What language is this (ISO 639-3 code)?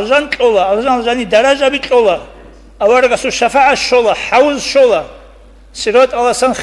ava